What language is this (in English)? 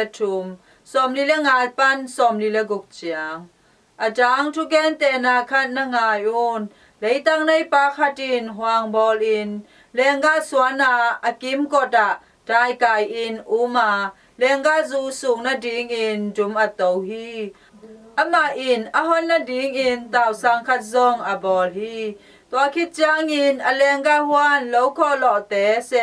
Tedim Chin